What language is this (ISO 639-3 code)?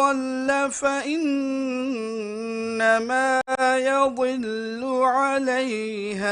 div